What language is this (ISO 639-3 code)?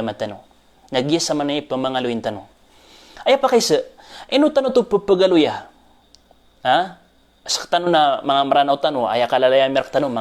mrw